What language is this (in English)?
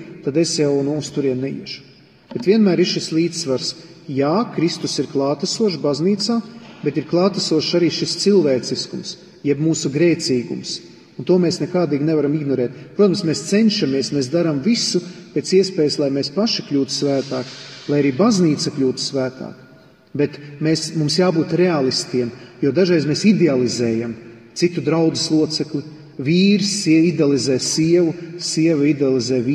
Latvian